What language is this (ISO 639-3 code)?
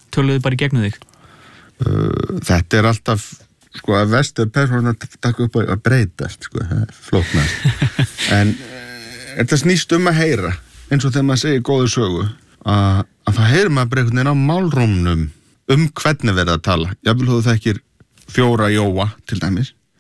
isl